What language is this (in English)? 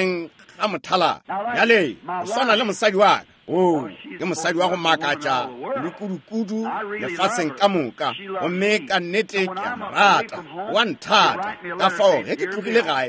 Northern Sotho